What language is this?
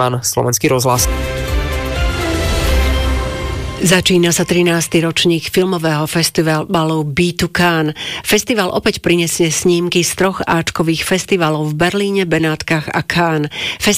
Slovak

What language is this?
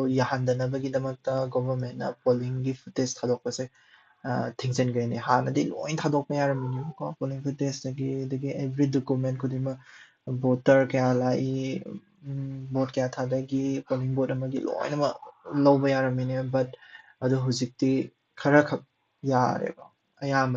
Manipuri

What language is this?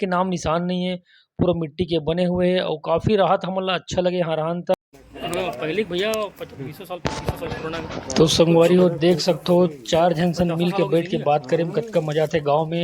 Chhattisgarhi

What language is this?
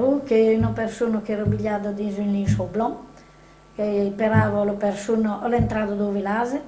Occitan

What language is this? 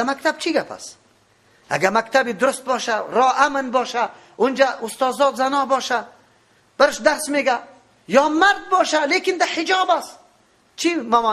Persian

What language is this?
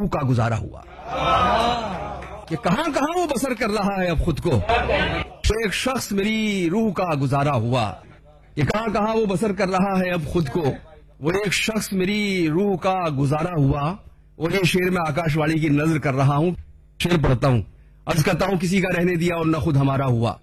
Urdu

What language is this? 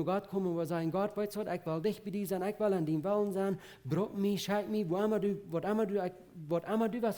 Plautdietsch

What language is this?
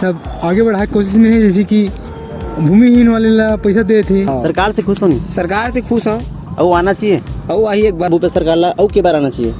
Chhattisgarhi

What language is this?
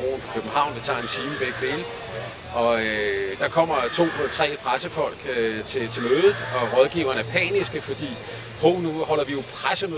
Danish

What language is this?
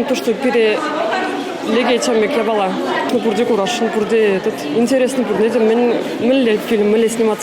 Chuvash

